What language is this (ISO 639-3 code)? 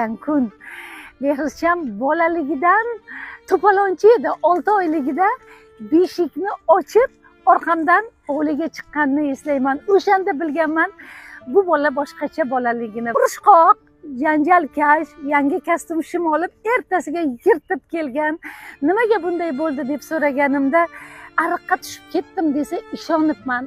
uzb